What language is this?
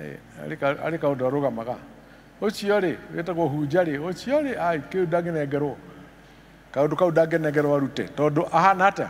Kikuyu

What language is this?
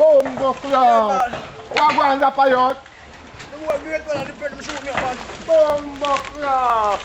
Jamaican Creole English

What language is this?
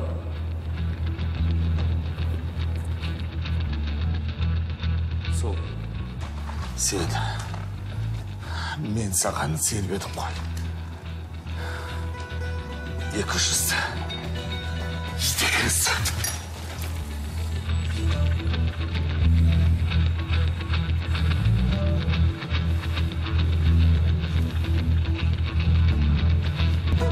Kazakh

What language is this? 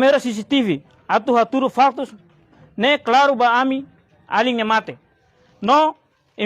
Tetum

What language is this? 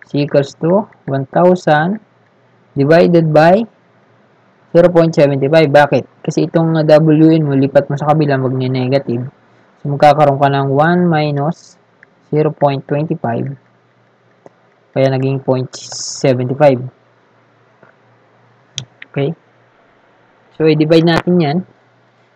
Filipino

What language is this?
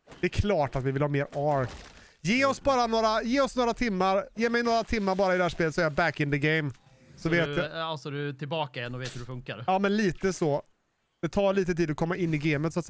Swedish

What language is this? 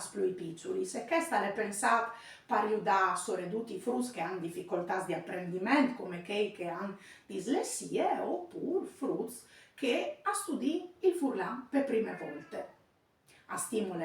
Friulian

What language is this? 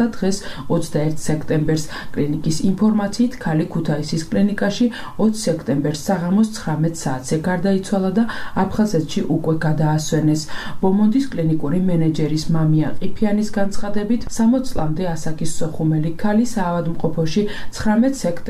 Georgian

